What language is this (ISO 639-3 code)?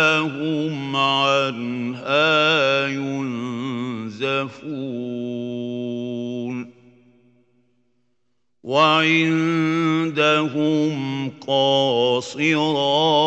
ara